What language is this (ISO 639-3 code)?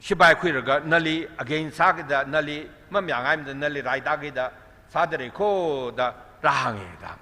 nmf